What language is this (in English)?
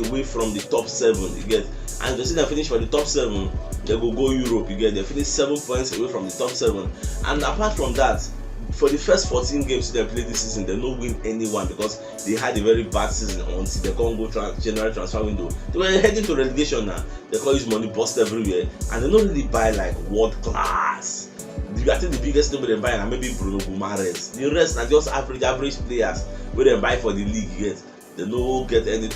Nigerian Pidgin